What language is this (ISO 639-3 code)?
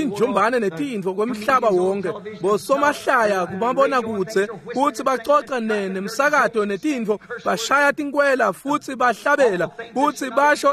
ssw